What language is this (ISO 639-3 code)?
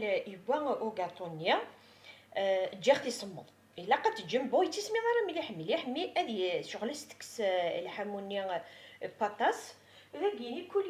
kab